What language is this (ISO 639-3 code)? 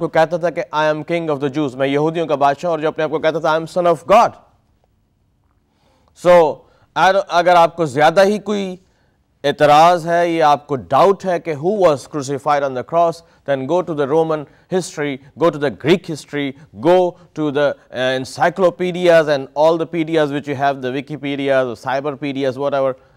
urd